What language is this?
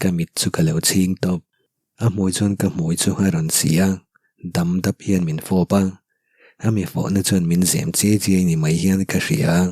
Mizo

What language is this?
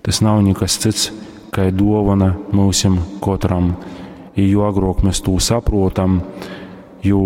Latgalian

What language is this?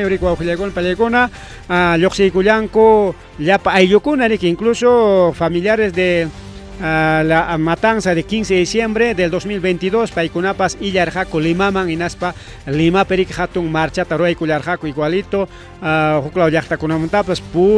Ayacucho Quechua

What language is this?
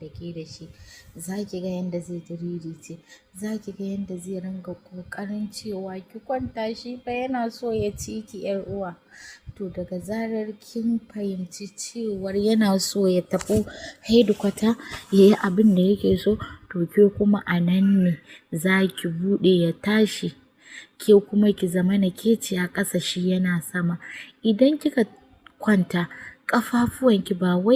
Hausa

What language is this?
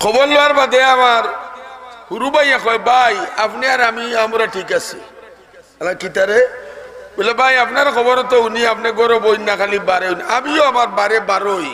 Sylheti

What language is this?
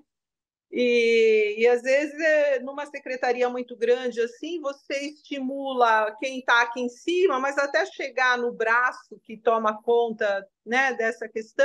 Portuguese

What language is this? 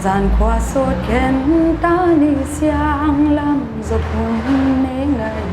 Paite Chin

